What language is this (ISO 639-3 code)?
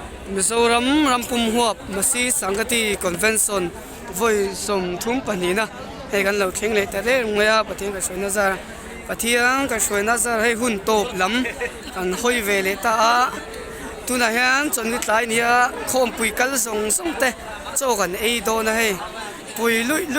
lus